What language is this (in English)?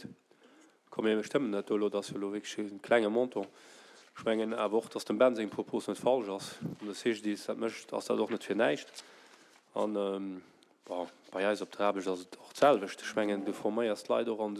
Luxembourgish